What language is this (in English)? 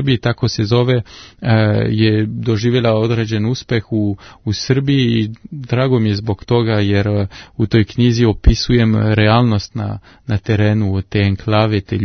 Serbian